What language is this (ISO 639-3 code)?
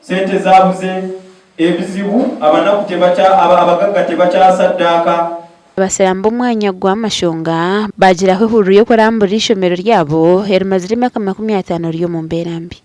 nyn